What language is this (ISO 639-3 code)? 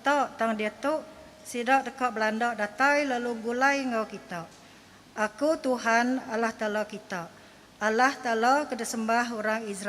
iba